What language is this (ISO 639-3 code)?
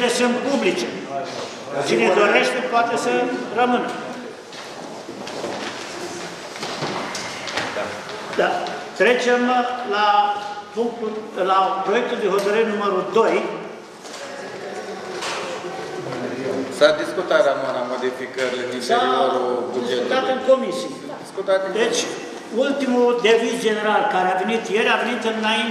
ron